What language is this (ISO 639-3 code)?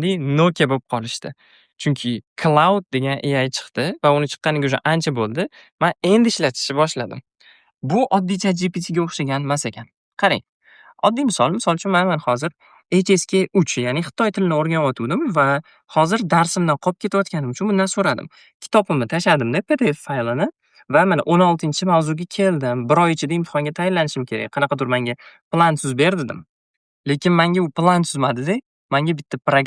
uzb